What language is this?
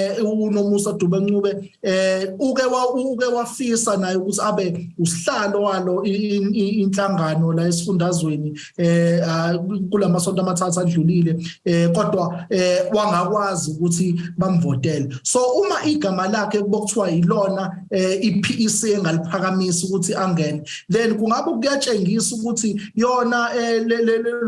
Zulu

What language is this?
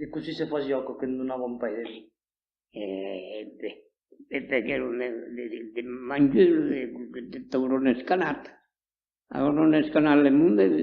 Occitan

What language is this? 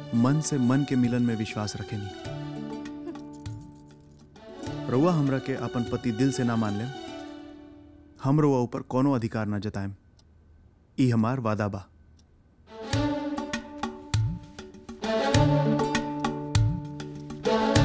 Bhojpuri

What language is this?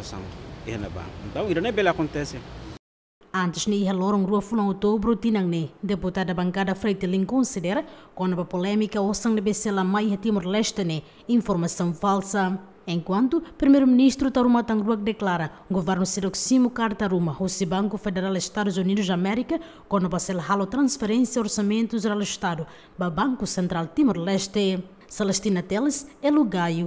Tetum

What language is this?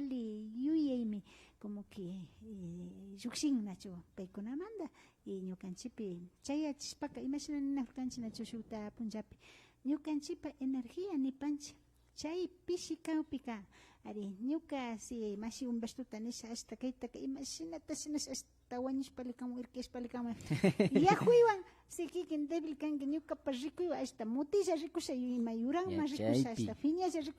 Imbabura Highland Quichua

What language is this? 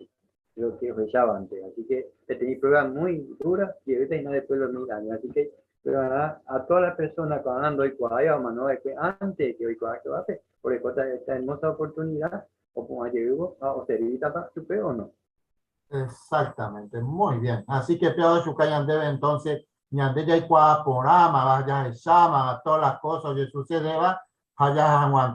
Guarani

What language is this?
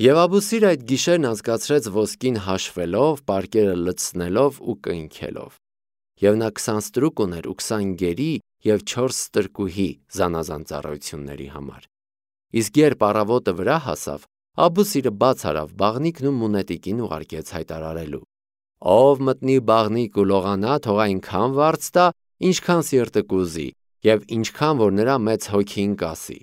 Armenian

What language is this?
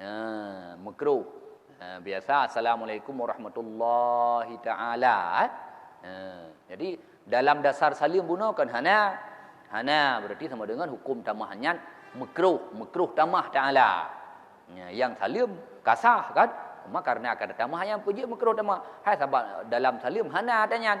Achinese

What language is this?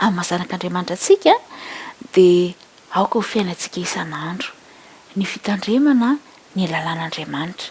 Malagasy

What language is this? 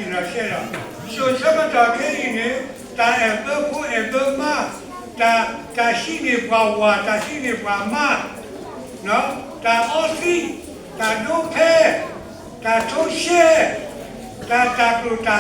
S'gaw Karen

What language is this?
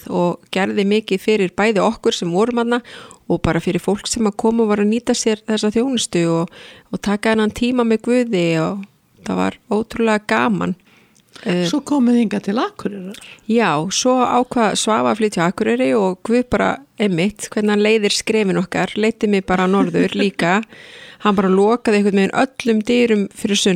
Icelandic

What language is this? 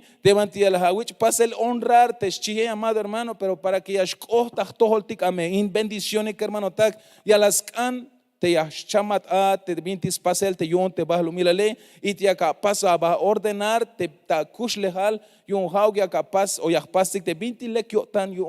Tzeltal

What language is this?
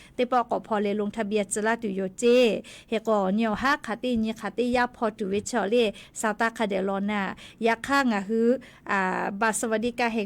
Lahu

